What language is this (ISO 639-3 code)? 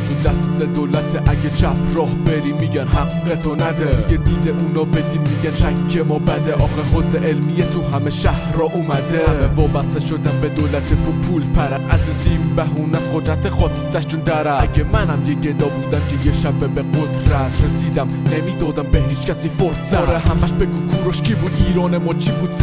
fas